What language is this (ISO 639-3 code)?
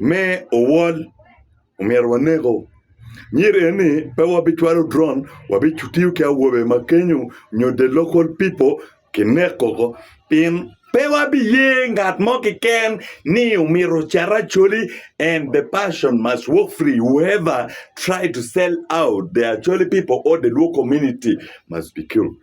ach